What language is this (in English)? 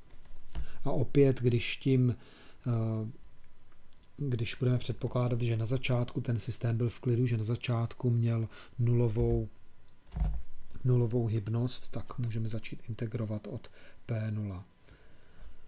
Czech